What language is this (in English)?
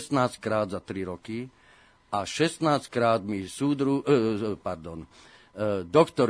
Slovak